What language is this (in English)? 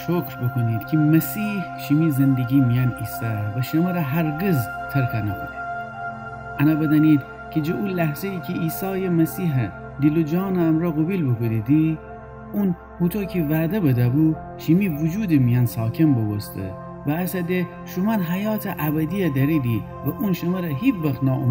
Gilaki